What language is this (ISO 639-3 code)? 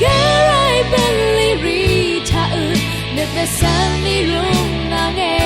raw